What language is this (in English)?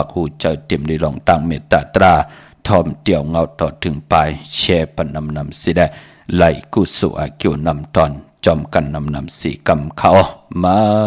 Shan